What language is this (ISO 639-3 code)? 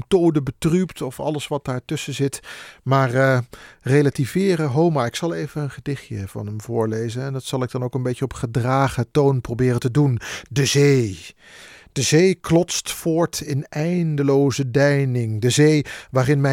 nld